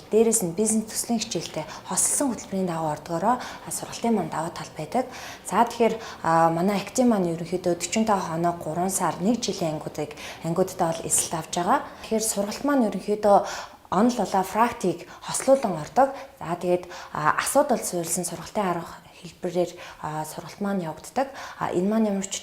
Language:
Mongolian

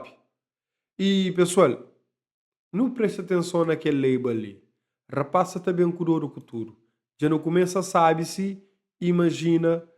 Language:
Kabuverdianu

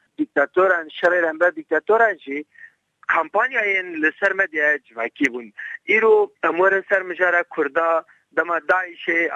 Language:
Kurdish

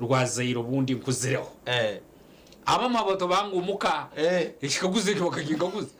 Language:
Nyankole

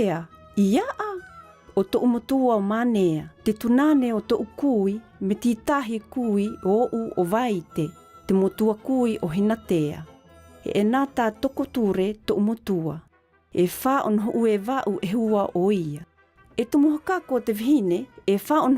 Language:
South Marquesan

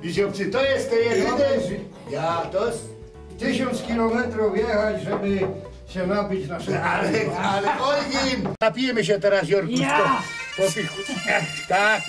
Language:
Silesian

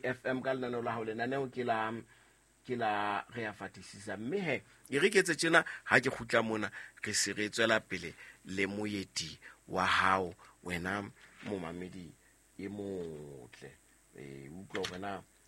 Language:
Southern Sotho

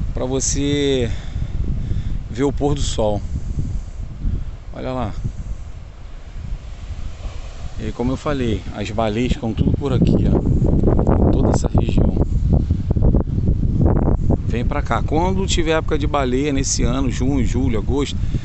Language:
Portuguese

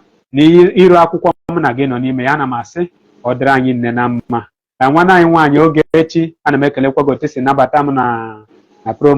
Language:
Igbo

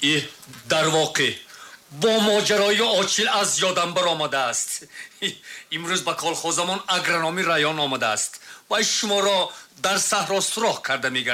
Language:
Tajik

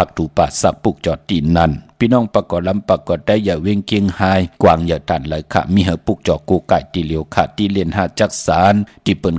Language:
Shan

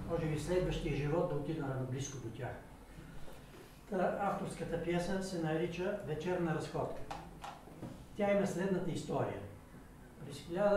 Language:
Bulgarian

